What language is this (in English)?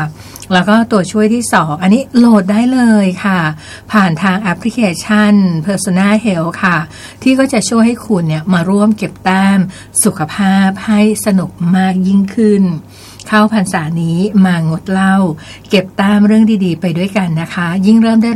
Thai